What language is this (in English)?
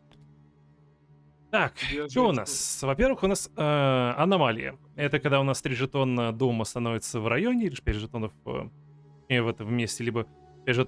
Russian